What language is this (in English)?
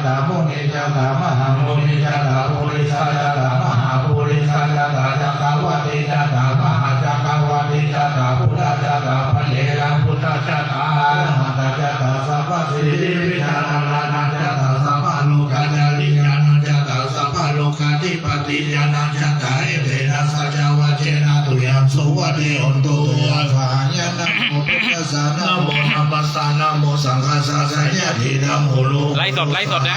Pali